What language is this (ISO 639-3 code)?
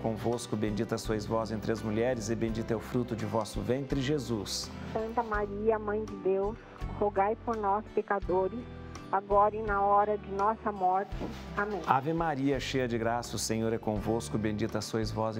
por